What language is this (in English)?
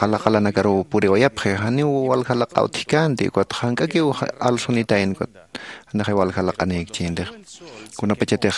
Aymara